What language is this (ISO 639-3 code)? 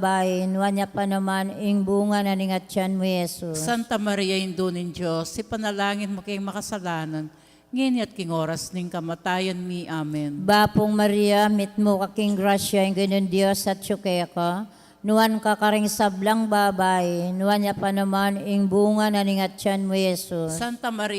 pam